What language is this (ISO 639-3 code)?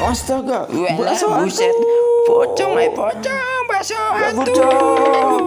bew